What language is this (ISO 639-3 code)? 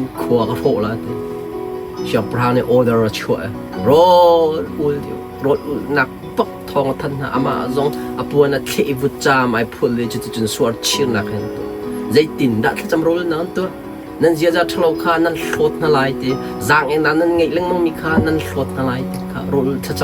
cnh